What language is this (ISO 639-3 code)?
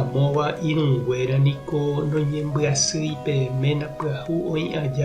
grn